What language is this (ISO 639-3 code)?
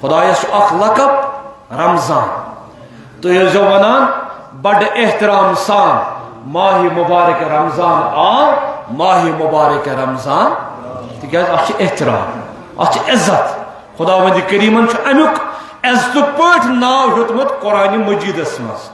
kas